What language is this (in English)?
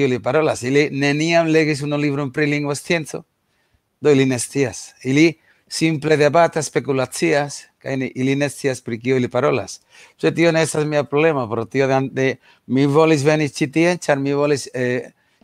Esperanto